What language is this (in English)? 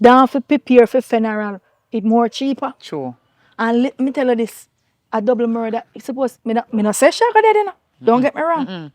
Jamaican Creole English